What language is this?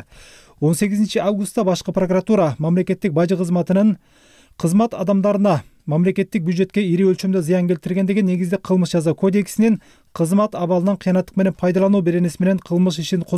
Kyrgyz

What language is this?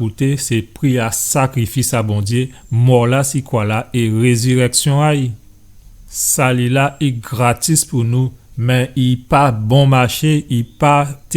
Guadeloupean Creole French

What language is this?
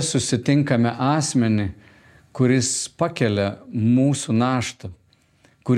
Lithuanian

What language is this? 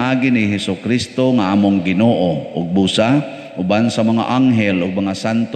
Cebuano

